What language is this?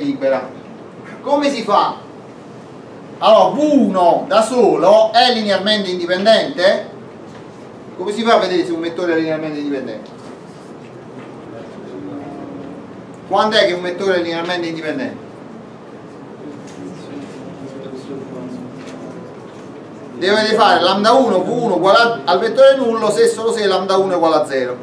Italian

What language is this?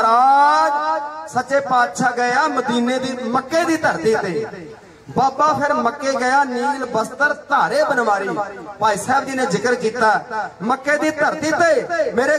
Punjabi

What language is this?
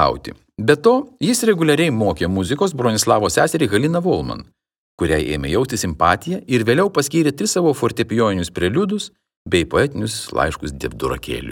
Lithuanian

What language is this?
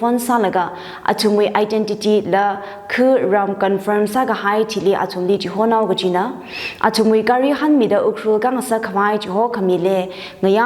Tangkhul Naga (India)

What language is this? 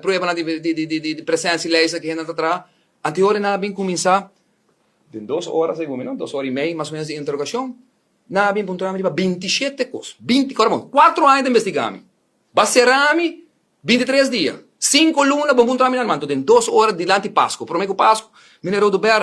Papiamento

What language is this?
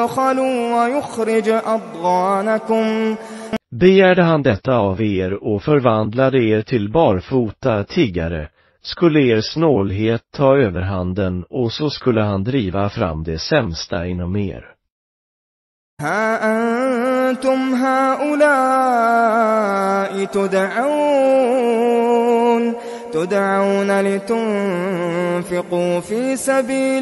Swedish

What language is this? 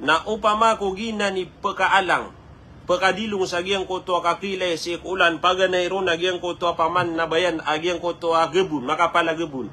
Maranao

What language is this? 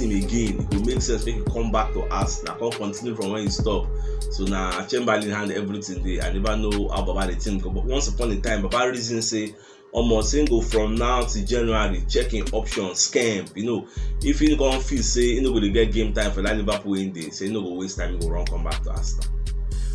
Nigerian Pidgin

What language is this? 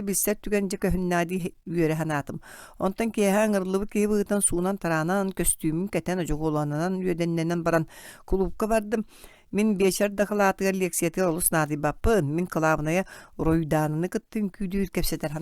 Yakut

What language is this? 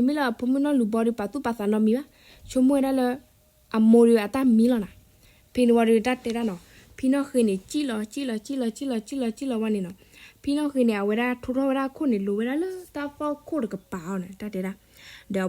S'gaw Karen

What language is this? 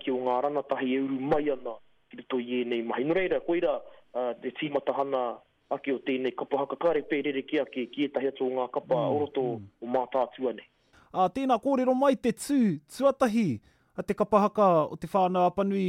Māori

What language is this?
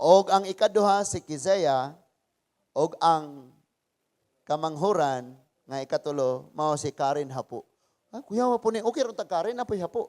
Cebuano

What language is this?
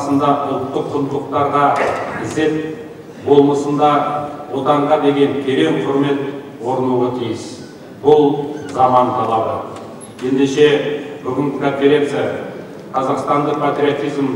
Kazakh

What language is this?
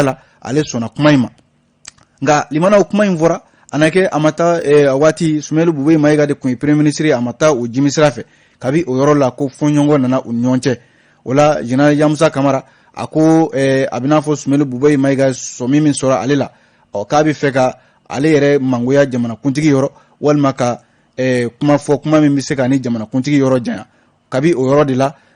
Bambara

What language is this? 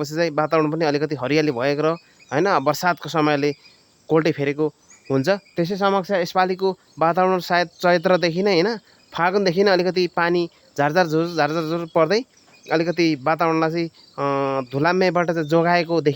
Nepali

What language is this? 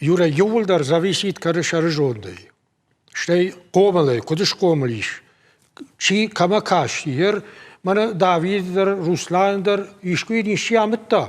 Ossetic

